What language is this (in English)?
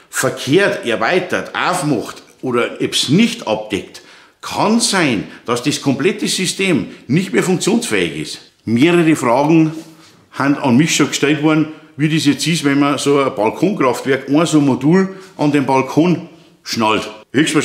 German